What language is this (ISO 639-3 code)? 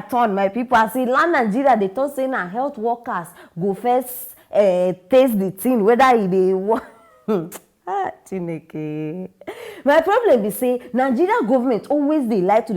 pcm